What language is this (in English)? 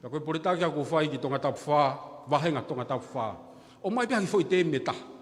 Tongan